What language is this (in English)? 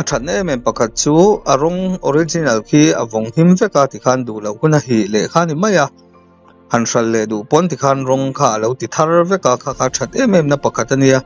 Mizo